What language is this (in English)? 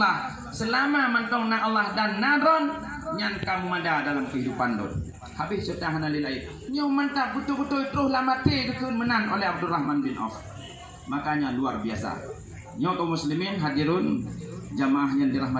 Achinese